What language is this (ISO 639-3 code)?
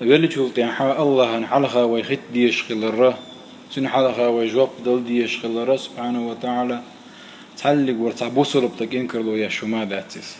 che